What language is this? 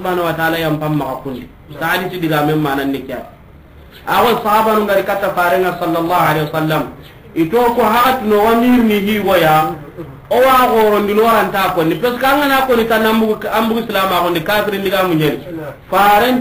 Soninke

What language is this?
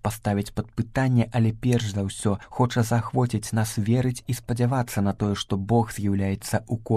Belarusian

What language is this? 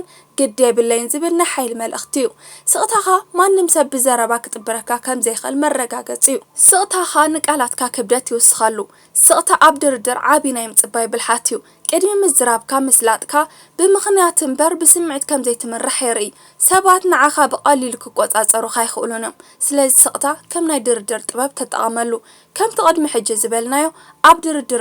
Tigrinya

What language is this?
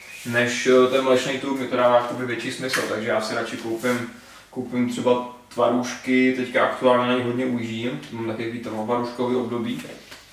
Czech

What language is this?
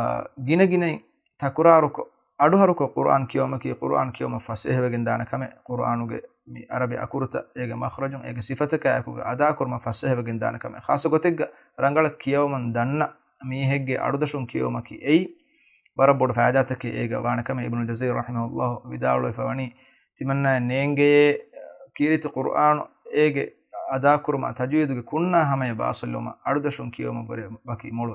Divehi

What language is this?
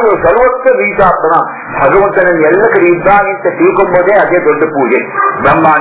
Kannada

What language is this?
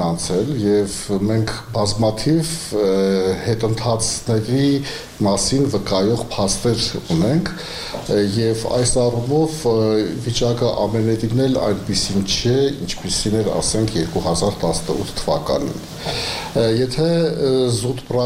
Armenian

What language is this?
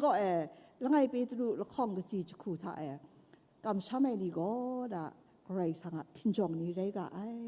Kachin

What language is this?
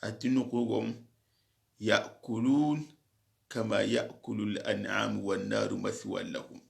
Soninke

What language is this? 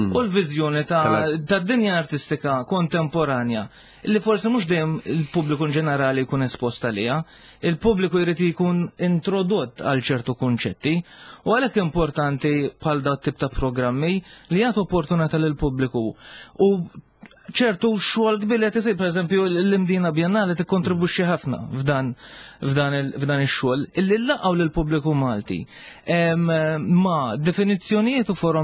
Maltese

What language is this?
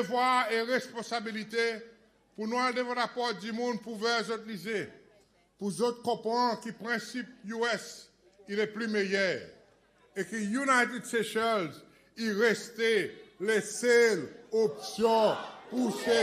Seselwa Creole French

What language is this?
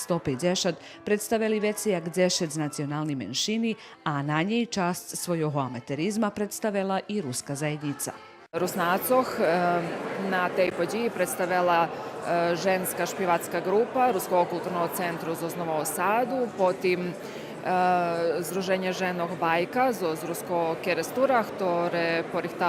Rusyn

